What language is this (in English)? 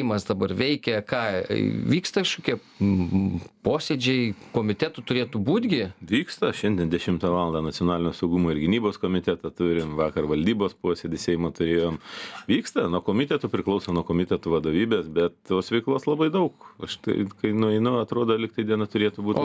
Lithuanian